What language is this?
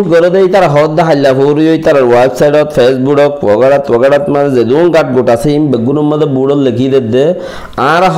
Rohingya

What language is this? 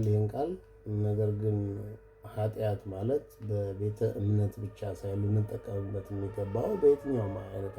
Amharic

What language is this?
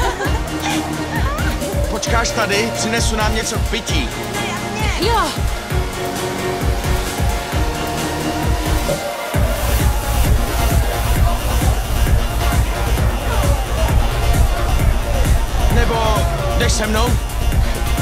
Czech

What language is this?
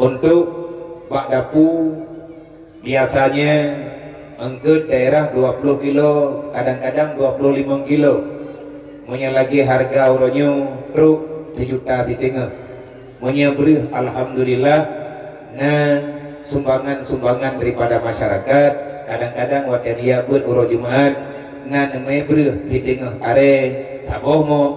Achinese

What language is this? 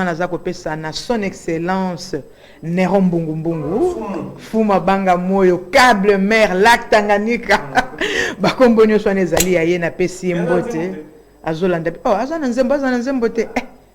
Lingala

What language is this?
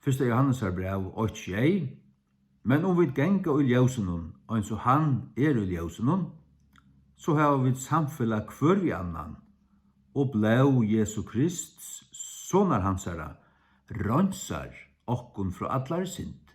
Faroese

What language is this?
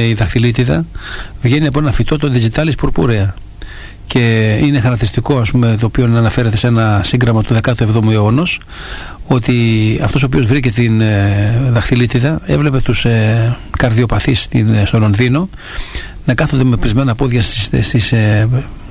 Greek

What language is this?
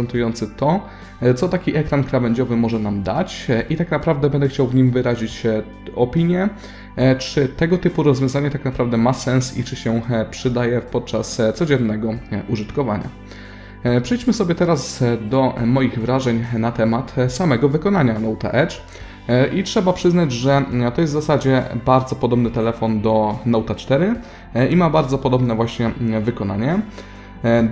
Polish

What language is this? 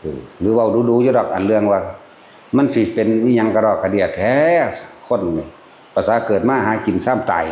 Northeastern Thai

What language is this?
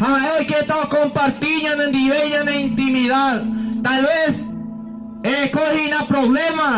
Guarani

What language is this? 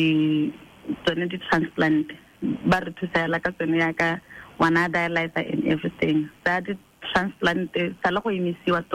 Tswana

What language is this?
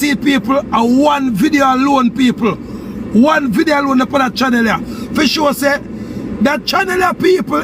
Jamaican Creole English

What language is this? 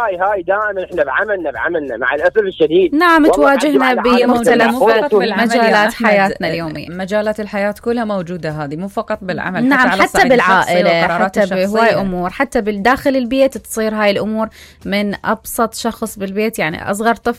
Mesopotamian Arabic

